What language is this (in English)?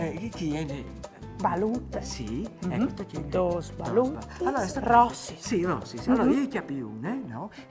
Friulian